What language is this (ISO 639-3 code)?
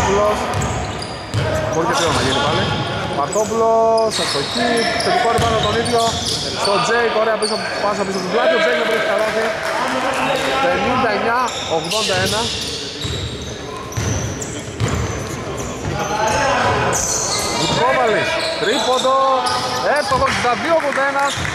ell